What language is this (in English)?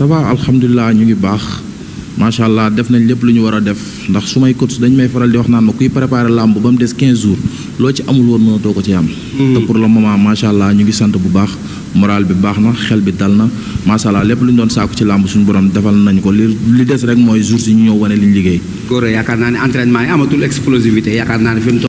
Wolof